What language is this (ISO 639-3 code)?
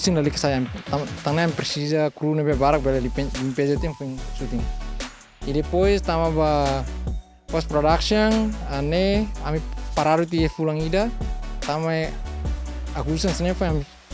tet